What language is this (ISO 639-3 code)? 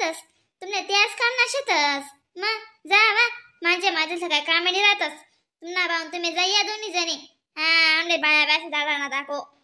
khn